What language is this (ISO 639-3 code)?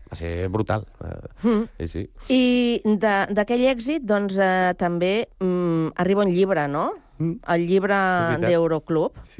cat